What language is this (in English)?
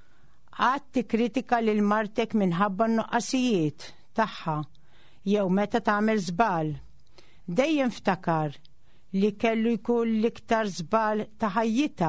Maltese